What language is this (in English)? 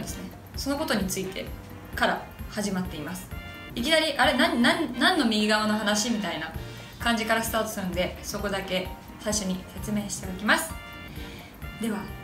Japanese